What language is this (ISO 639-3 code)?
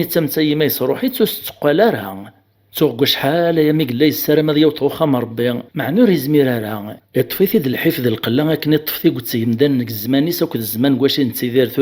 kab